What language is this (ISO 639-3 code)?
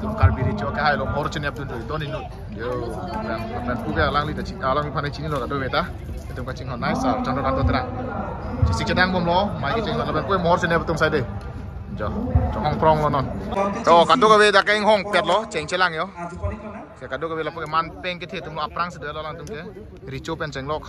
mjw